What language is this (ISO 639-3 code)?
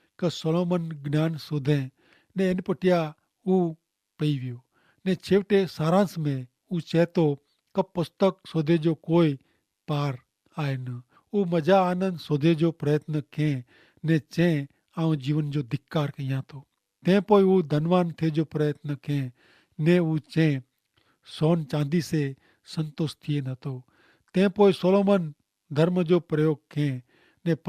kfr